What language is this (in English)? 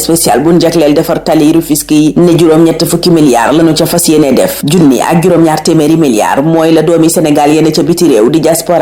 Wolof